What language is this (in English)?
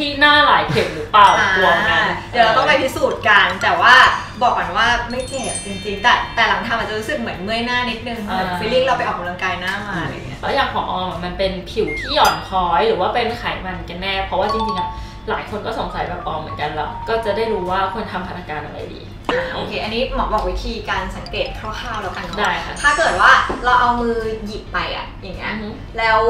Thai